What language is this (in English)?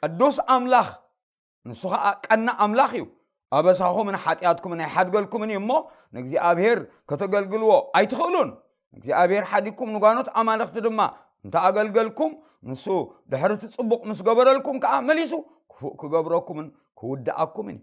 Tigrinya